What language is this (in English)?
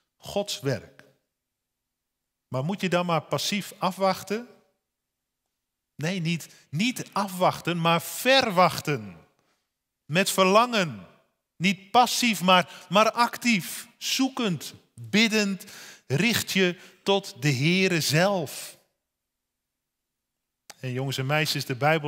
Dutch